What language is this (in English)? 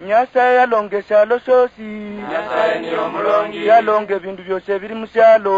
Luyia